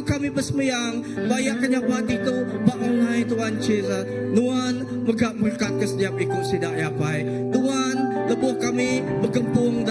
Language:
Iban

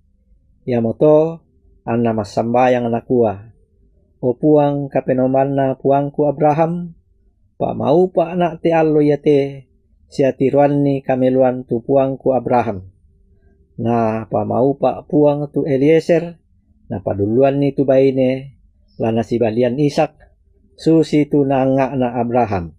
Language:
Toraja-Sa'dan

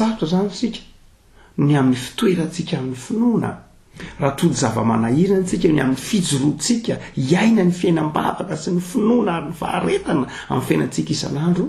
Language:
Malagasy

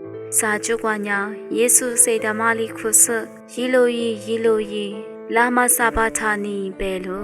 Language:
Lisu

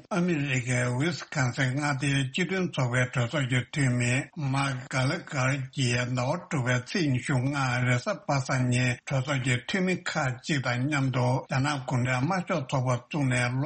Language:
Tibetan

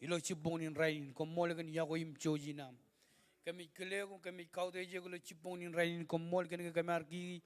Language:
Marshallese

